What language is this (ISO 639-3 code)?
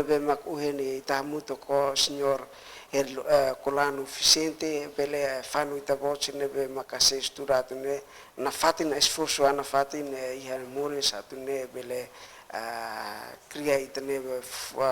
tet